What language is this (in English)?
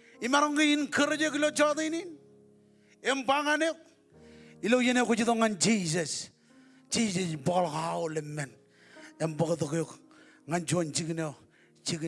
Marshallese